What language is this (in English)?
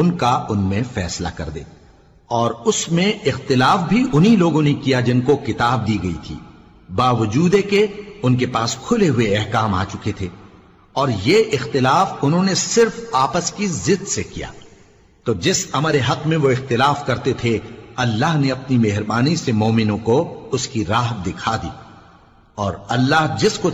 Urdu